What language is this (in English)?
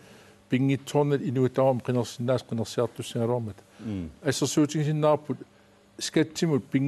Kalaallisut